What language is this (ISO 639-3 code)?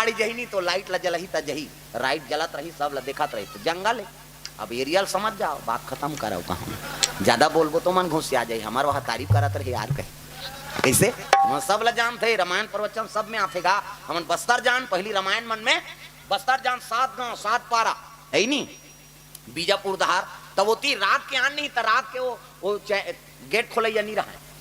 hne